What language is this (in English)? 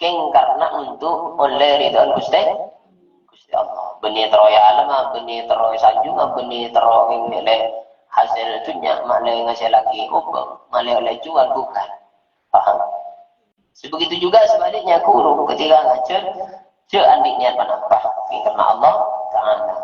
Madurese